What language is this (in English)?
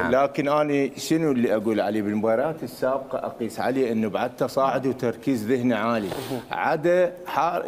Mesopotamian Arabic